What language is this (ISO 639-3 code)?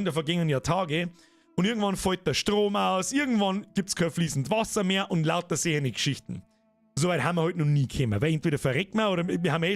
bar